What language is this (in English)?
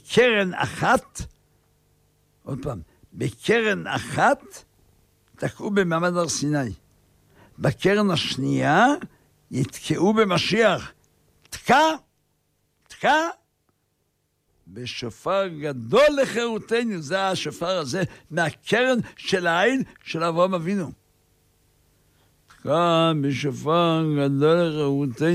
Hebrew